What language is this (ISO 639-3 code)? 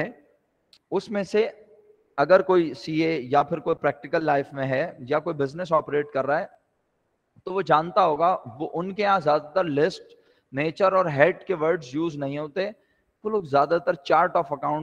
urd